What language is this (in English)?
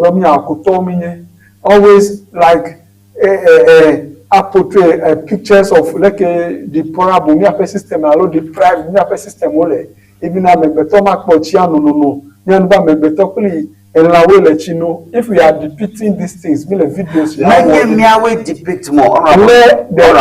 Ewe